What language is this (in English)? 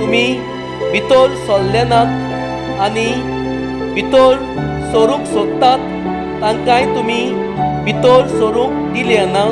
Konkani